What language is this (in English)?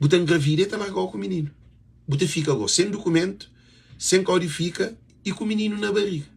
Kabuverdianu